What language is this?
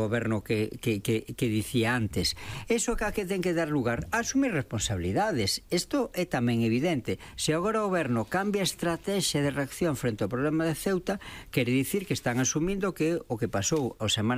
Galician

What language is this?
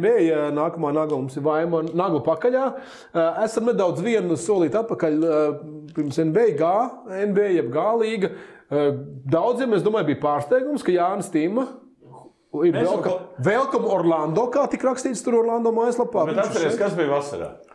Latvian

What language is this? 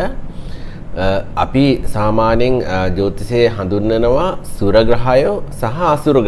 Sinhala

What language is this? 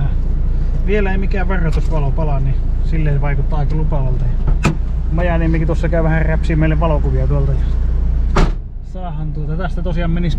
Finnish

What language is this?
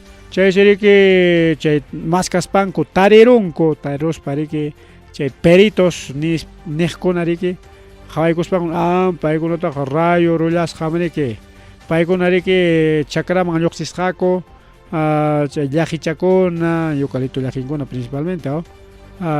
Ayacucho Quechua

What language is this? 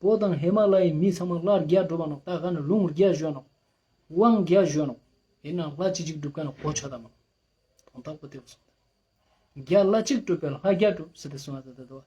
Ladakhi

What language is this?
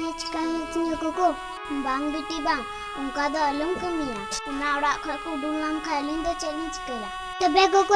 Santali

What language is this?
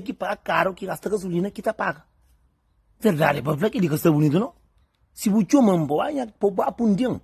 Kabuverdianu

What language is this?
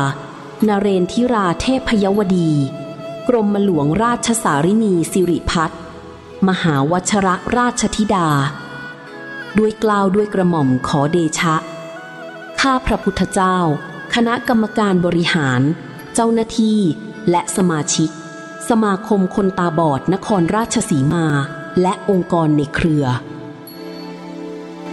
Thai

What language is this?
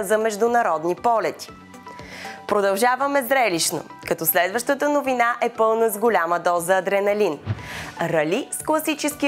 Bulgarian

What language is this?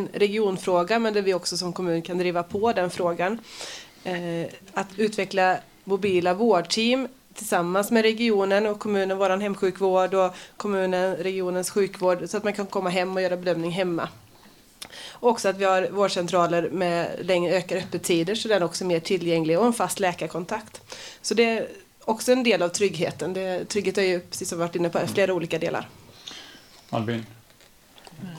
Swedish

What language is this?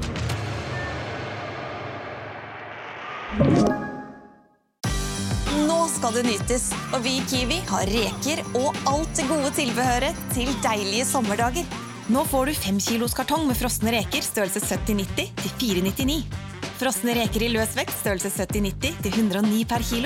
Norwegian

